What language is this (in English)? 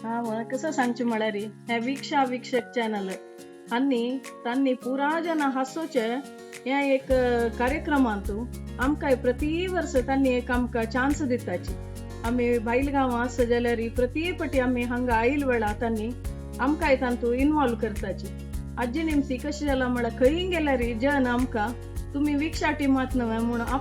Konkani